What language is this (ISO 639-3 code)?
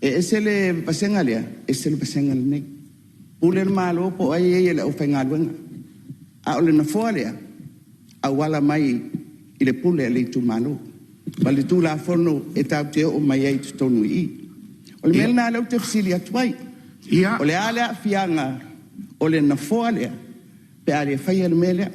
smo